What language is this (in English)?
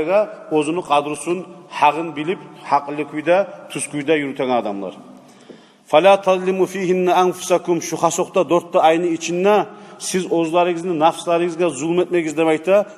Kumyk